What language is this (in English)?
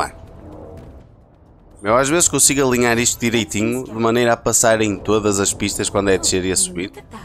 Portuguese